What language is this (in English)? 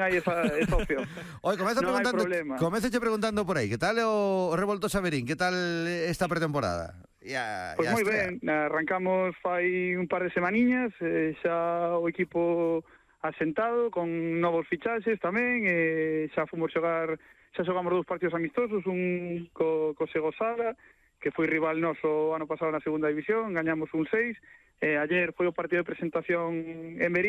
Galician